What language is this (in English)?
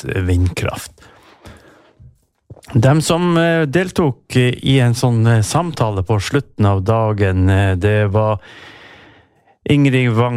Norwegian